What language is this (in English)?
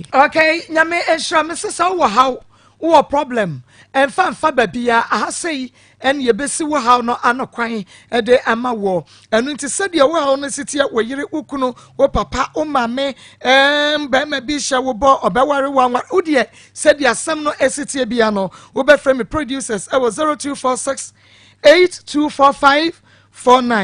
Akan